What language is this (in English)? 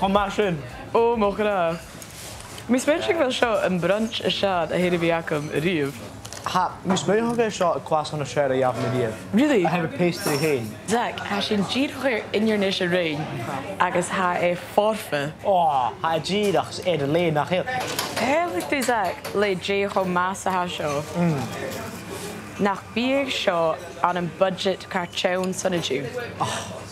Scottish Gaelic